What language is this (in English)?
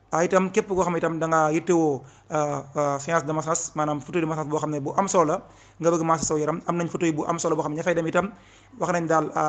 Wolof